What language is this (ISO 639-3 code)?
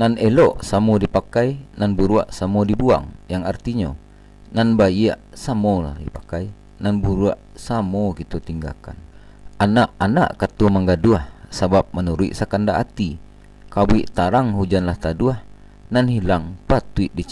min